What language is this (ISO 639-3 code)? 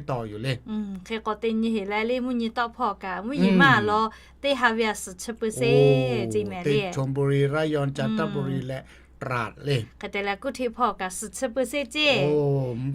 lhu